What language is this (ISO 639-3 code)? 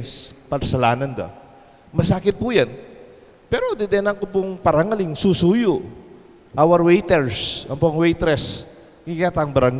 pam